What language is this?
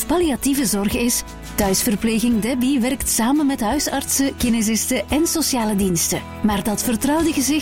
Dutch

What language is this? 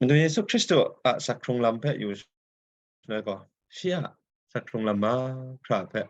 Kachin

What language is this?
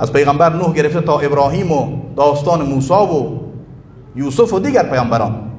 Persian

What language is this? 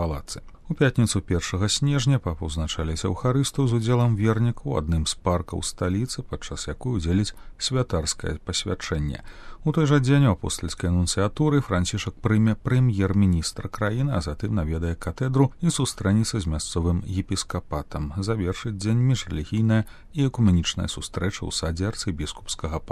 Belarusian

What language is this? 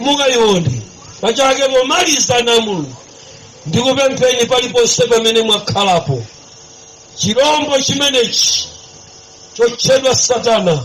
Nyanja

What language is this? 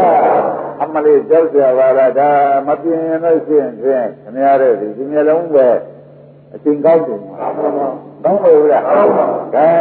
Burmese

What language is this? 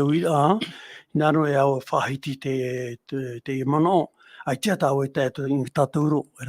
Tahitian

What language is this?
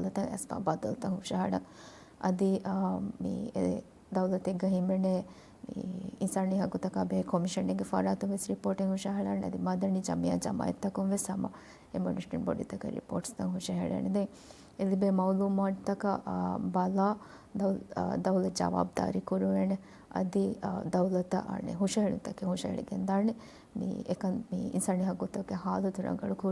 Divehi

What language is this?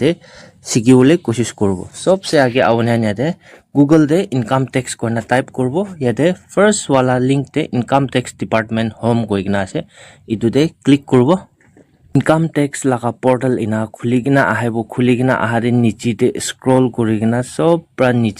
Naga Pidgin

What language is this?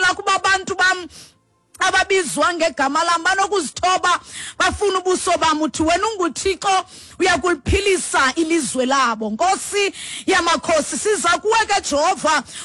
Xhosa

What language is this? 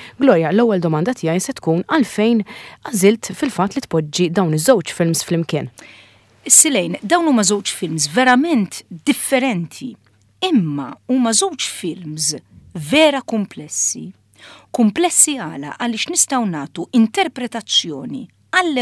Maltese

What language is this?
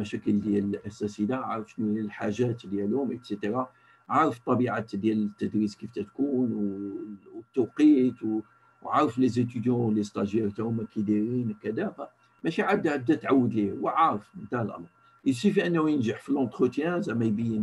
Moroccan Arabic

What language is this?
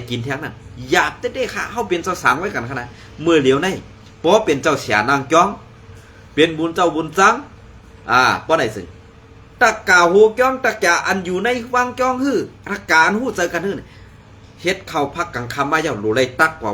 Shan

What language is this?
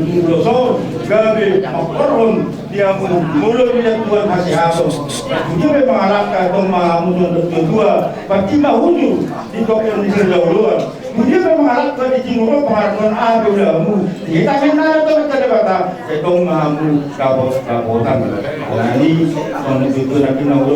Batak Toba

